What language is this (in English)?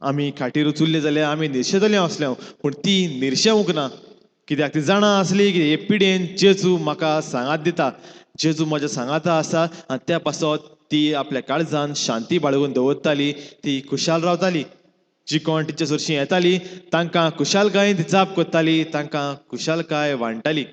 Konkani